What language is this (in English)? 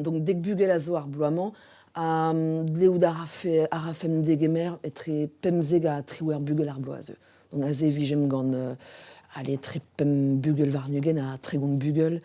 Breton